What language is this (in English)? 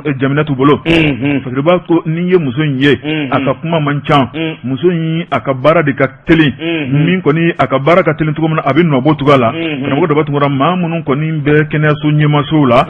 Bambara